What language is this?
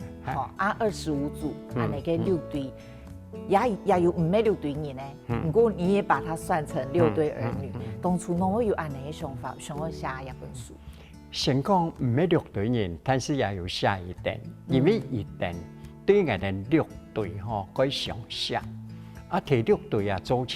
Hakka Chinese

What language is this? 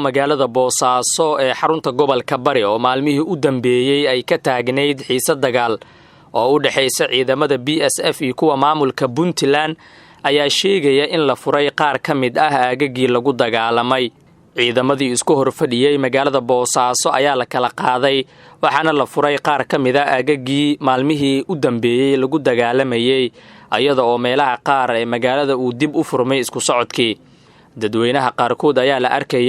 Somali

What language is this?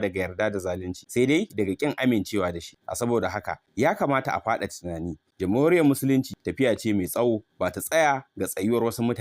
Hausa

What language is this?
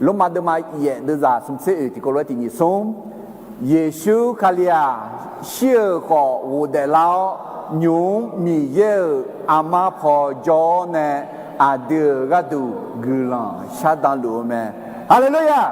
Akha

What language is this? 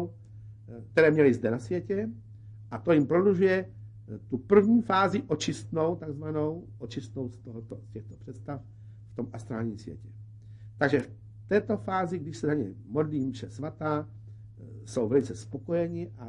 Czech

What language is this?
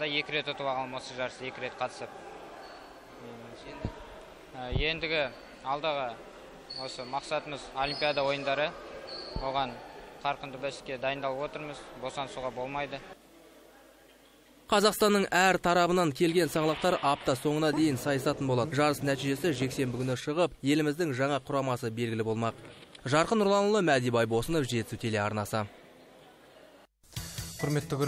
Kazakh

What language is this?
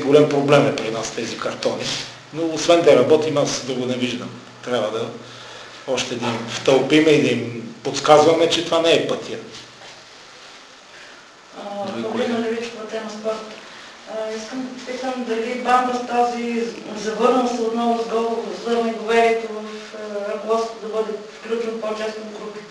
Bulgarian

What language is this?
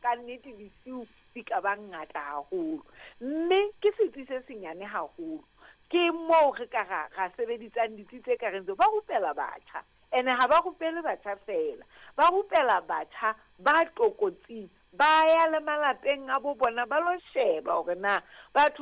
Southern Sotho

